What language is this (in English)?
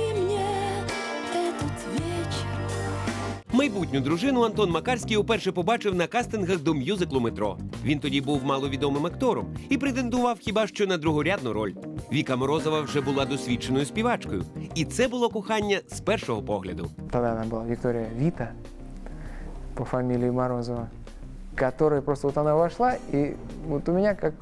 Ukrainian